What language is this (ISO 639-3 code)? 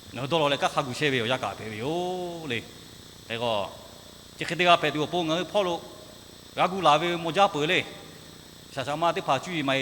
lhu